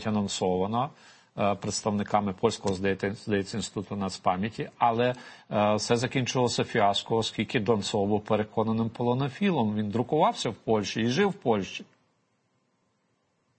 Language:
Ukrainian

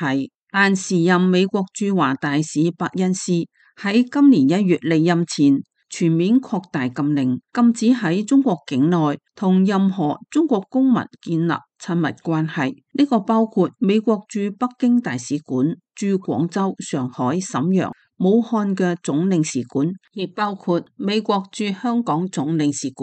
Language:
Cantonese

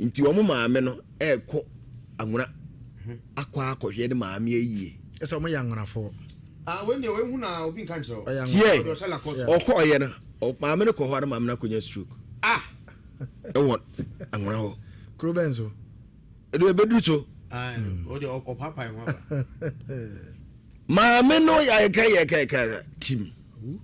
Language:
Akan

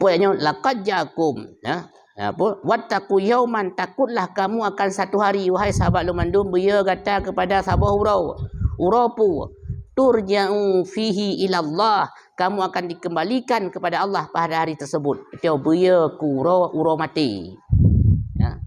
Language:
Achinese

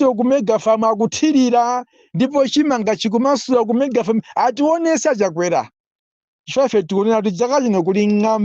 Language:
Nyanja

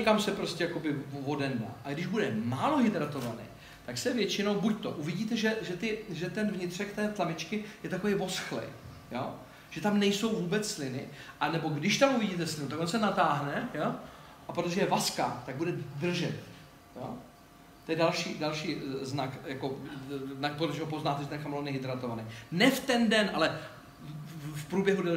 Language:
Czech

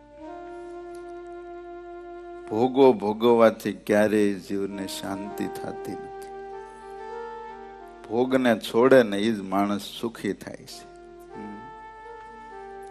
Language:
Gujarati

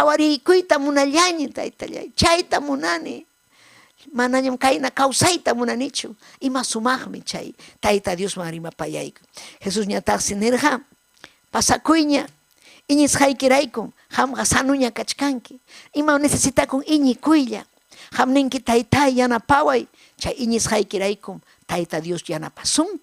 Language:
Ayacucho Quechua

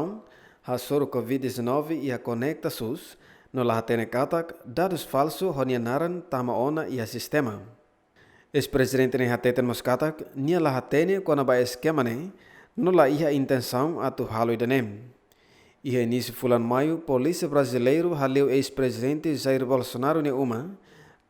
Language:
Tetum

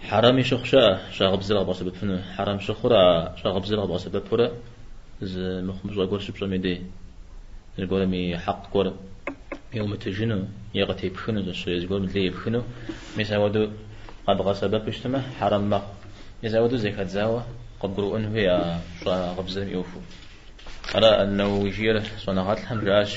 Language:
Kabardian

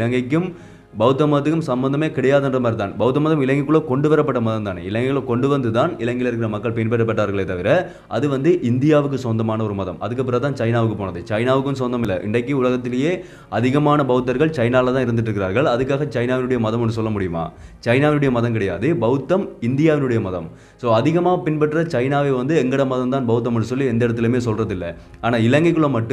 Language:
Tamil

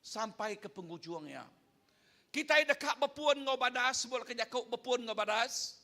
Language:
Iban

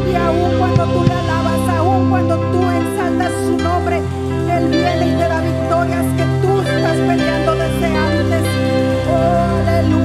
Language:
Spanish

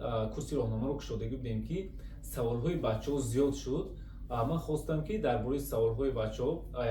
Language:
Tajik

